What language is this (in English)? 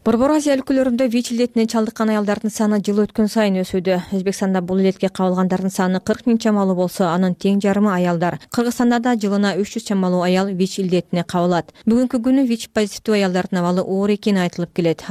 Kyrgyz